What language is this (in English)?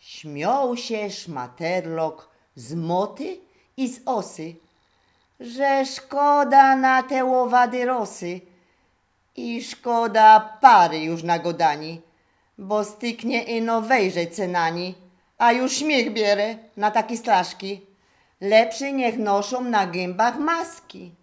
Silesian